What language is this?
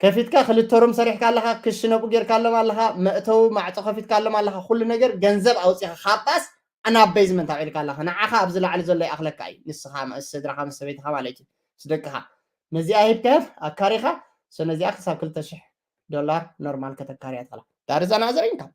Tigrinya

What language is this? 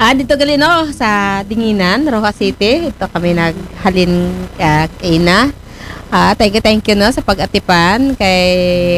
Aklanon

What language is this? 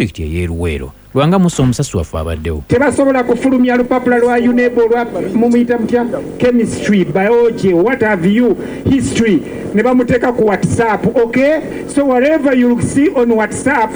Ganda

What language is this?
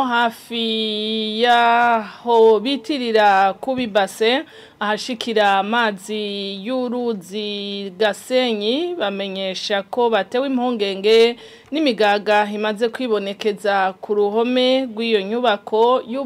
Rundi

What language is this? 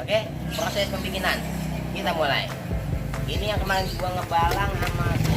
Betawi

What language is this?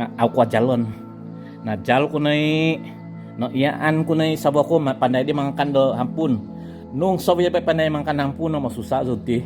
Central Dusun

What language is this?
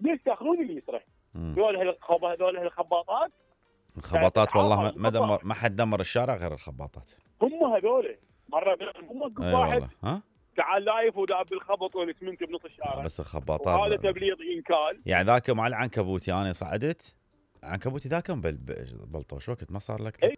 Mesopotamian Arabic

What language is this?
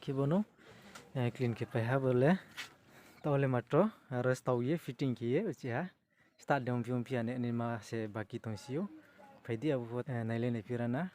Riang (India)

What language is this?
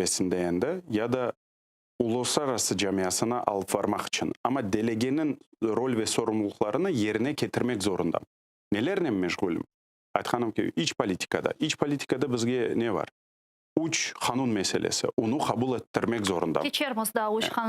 Crimean Tatar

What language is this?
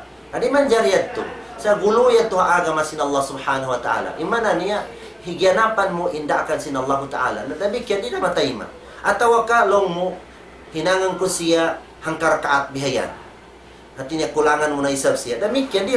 Tausug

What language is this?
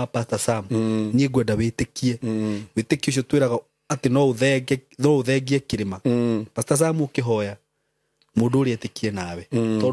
Kikuyu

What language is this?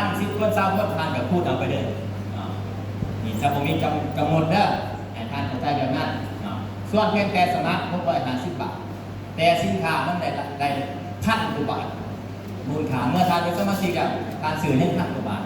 Northeastern Thai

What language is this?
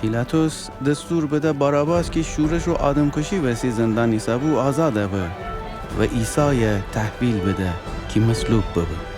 Gilaki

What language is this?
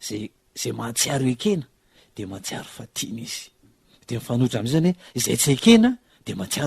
Malagasy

